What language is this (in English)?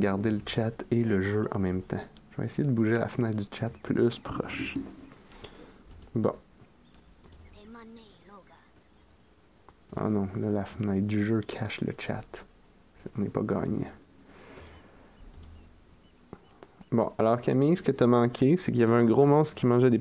French